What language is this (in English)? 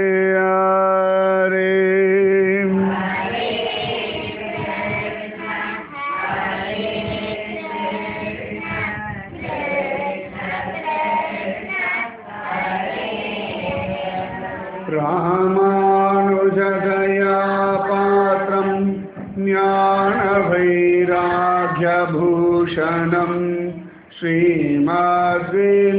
Tamil